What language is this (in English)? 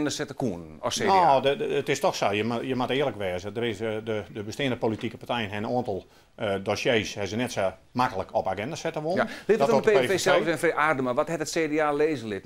Western Frisian